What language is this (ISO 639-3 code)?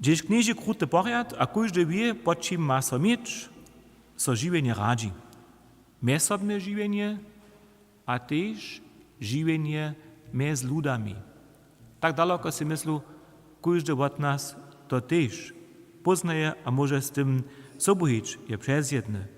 hsb